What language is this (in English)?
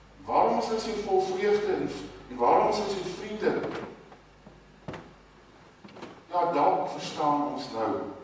Afrikaans